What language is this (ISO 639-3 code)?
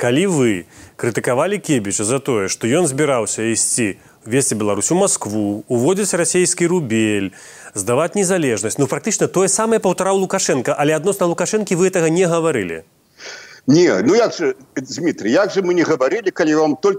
bel